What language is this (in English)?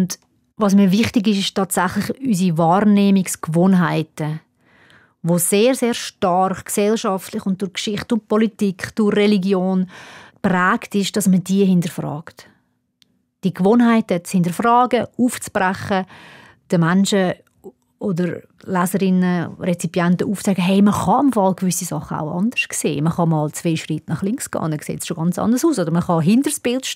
Swiss German